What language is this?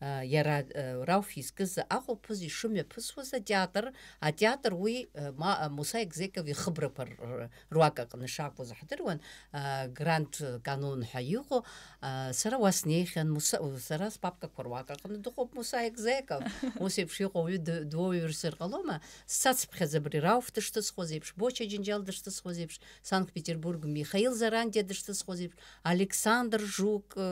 Abkhazian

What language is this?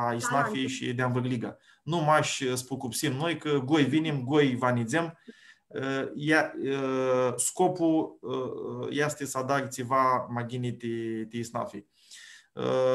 Aromanian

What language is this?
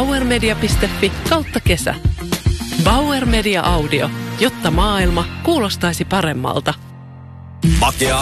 Finnish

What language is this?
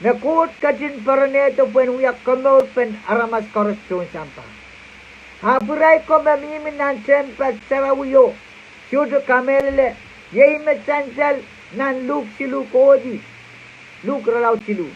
Pohnpeian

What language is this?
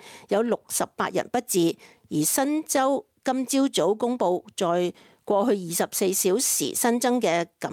Cantonese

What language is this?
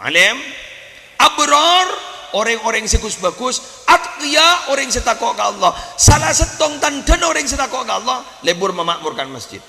Madurese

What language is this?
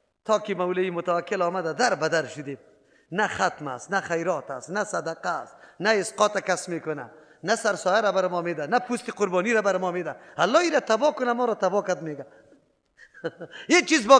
Persian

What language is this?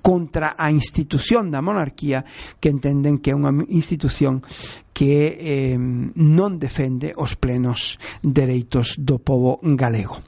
Galician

